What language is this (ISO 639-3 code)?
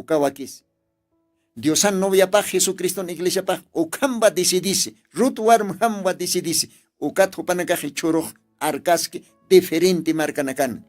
aym